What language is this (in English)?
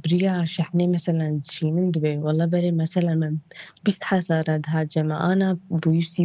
Kurdish